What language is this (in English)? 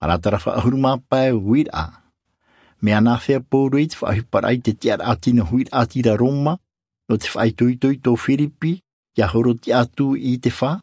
Tahitian